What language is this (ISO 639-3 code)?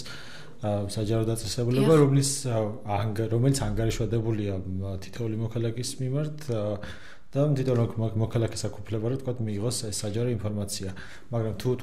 kat